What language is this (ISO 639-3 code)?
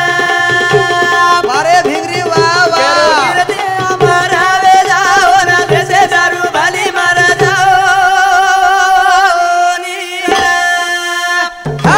lmn